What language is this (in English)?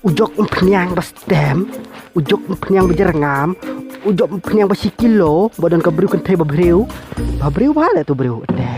Khasi